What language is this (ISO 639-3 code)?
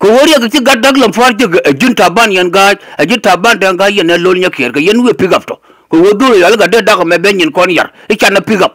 nus